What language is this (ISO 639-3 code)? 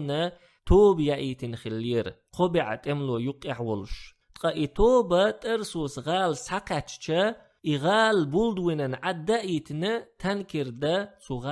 che